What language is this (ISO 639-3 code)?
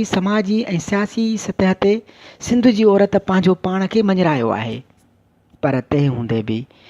snd